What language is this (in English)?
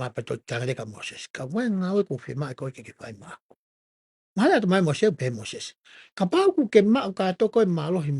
Tongan